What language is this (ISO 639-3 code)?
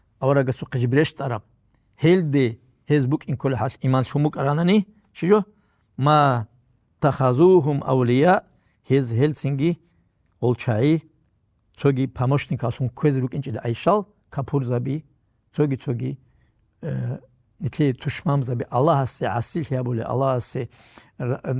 ava